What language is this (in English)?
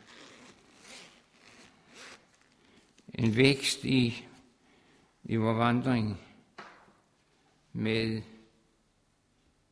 Danish